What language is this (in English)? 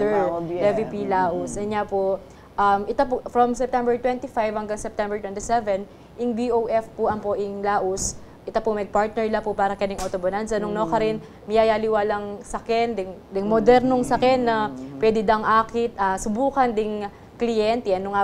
Pampanga